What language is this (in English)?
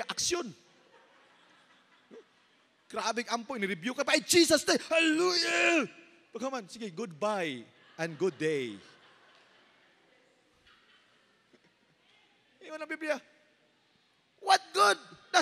Cebuano